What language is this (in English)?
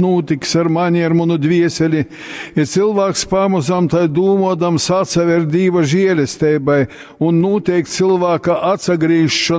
Latgalian